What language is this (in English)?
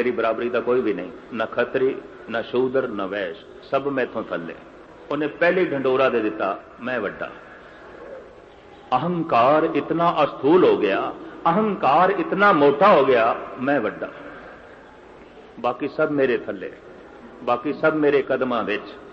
Punjabi